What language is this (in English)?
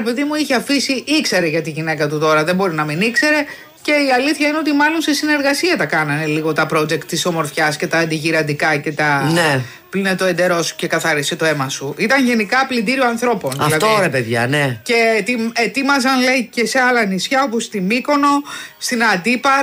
Greek